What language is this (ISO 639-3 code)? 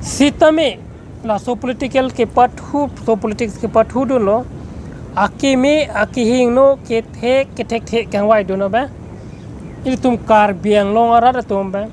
mjw